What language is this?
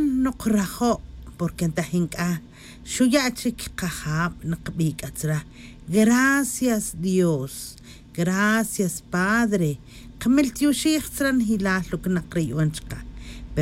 Tz'utujil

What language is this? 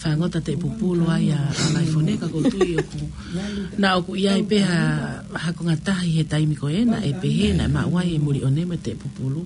Tongan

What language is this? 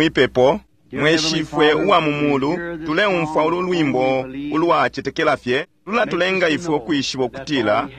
Bemba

